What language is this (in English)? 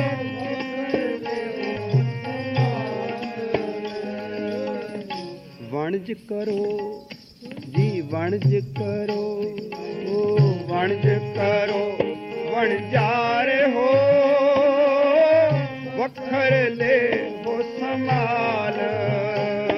Punjabi